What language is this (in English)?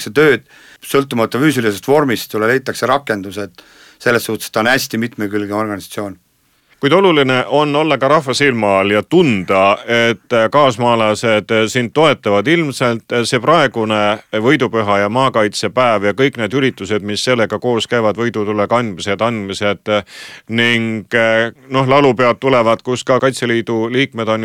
Estonian